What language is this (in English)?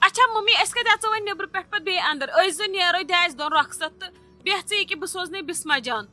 Kashmiri